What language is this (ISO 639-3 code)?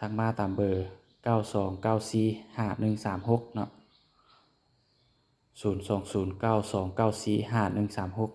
lao